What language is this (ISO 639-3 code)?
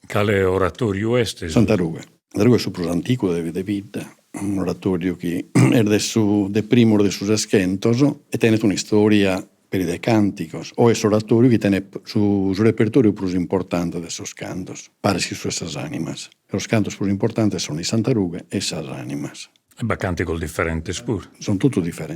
srd